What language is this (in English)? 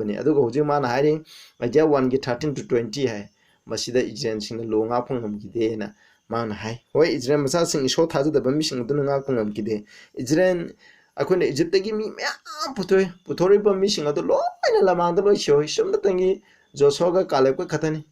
Manipuri